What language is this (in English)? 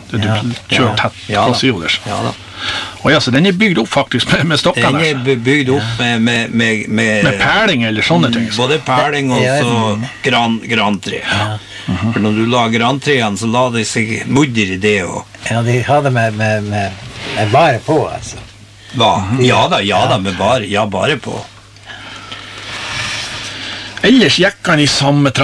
Norwegian